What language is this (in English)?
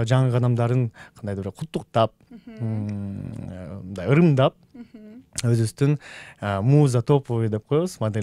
Kyrgyz